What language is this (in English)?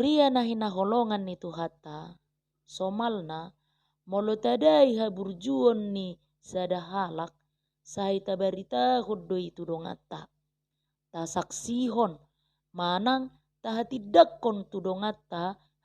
Batak Toba